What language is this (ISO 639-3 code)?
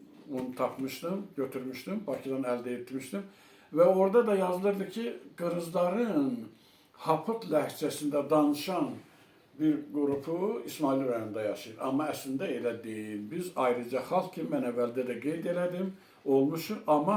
aze